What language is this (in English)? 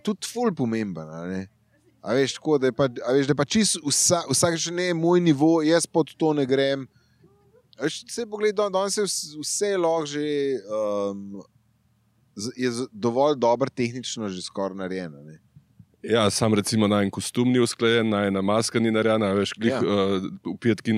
Slovenian